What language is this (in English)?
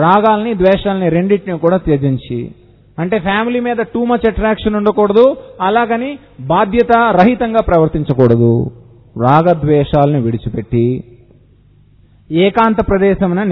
Telugu